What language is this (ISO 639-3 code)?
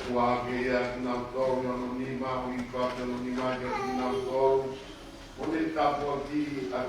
ton